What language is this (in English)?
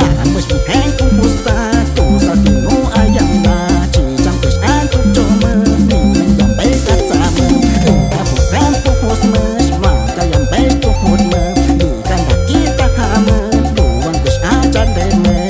Aguaruna